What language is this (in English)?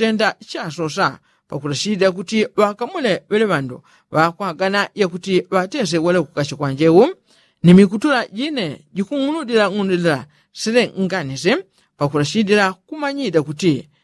Yao